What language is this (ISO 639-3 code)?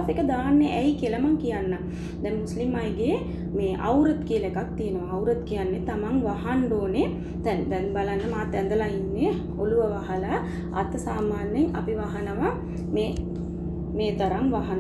sin